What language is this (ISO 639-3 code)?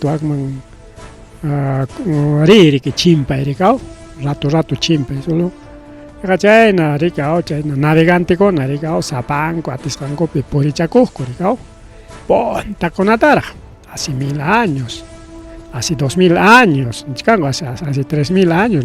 quy